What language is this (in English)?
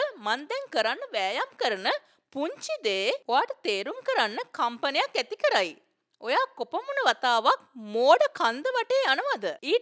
Sinhala